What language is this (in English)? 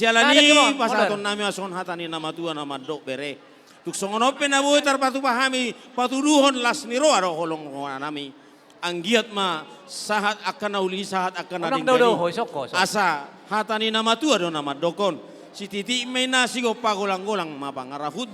Batak Toba